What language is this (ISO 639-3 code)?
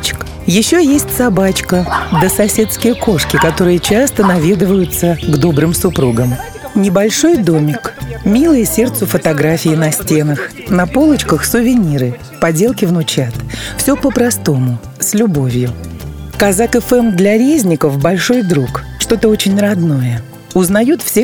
rus